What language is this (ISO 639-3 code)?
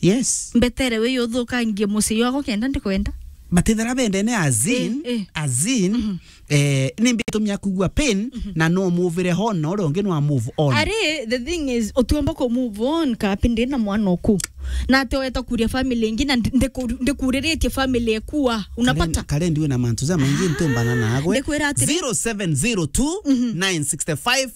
mer